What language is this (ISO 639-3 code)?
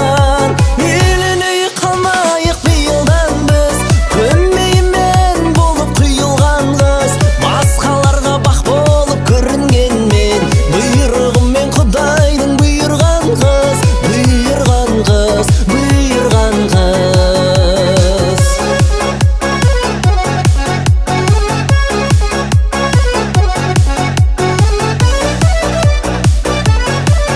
kaz